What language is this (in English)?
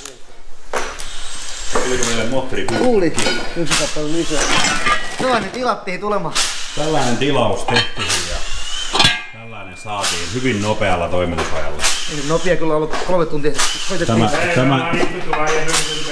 Finnish